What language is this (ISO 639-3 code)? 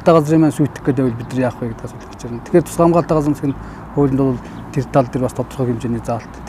mon